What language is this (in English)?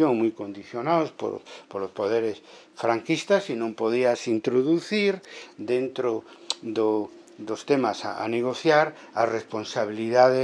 Galician